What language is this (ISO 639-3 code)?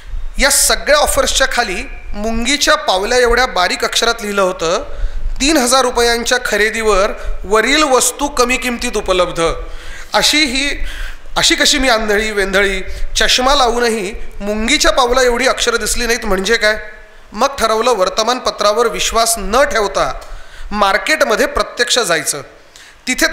mar